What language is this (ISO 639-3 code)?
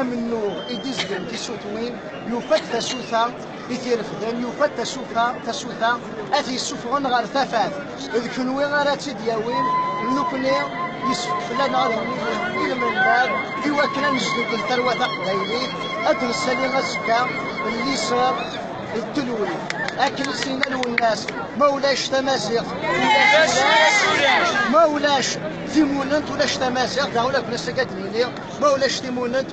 kab